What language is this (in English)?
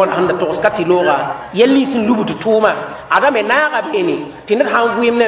Mossi